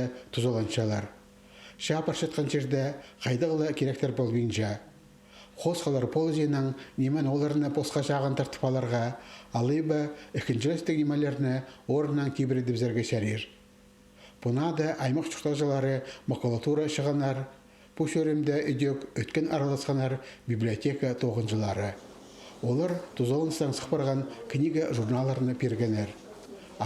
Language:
Khakas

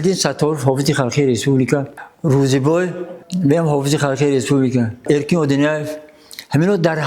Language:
Tajik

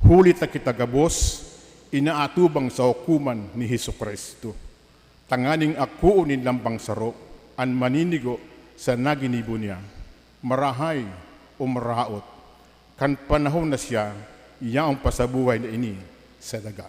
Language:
Bikol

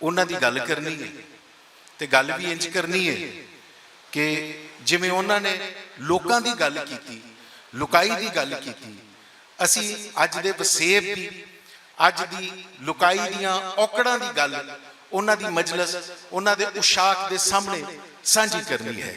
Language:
Western Panjabi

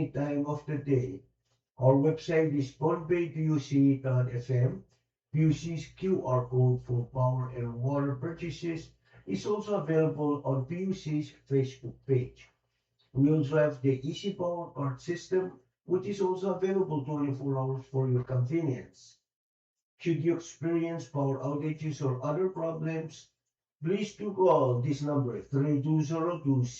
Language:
Pohnpeian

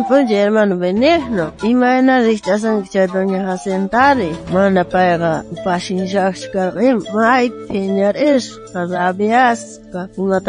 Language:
South Bolivian Quechua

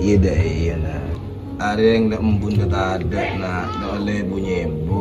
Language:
Madurese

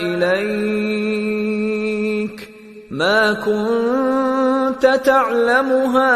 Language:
Persian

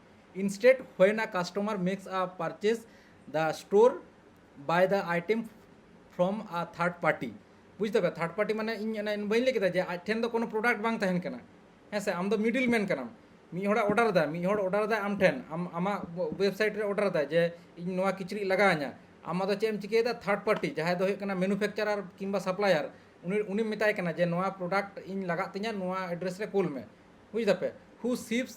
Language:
Santali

